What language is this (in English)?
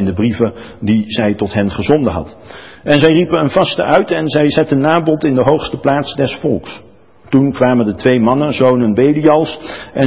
Dutch